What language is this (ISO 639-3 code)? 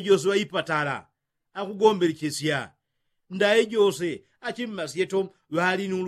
yao